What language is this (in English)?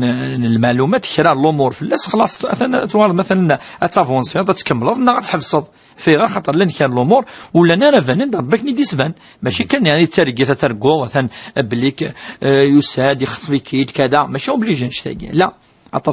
Kabyle